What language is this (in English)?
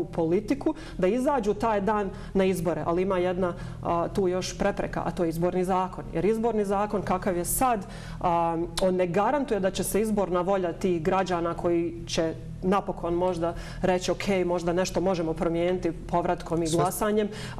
Bosnian